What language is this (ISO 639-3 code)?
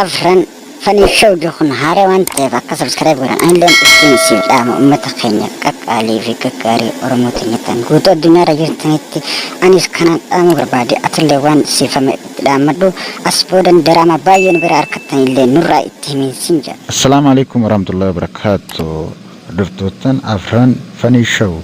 orm